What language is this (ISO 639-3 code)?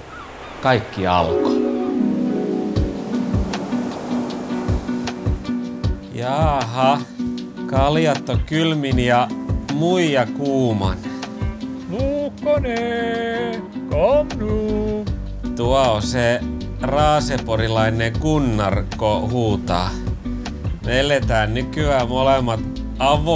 fin